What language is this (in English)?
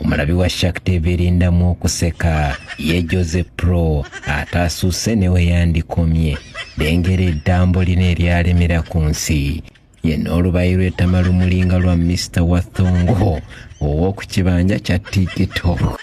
Ganda